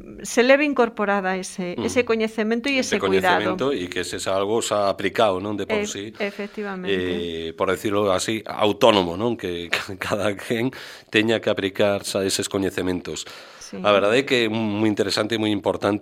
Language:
Galician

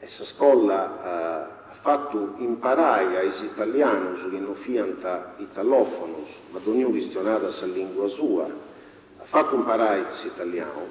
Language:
Sardinian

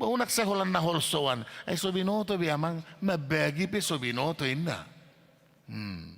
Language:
Batak Toba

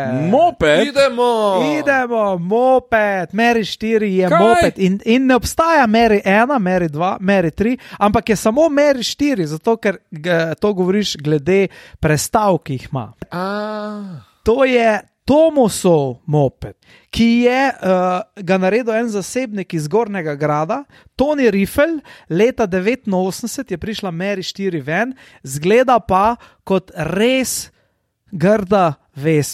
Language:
Slovenian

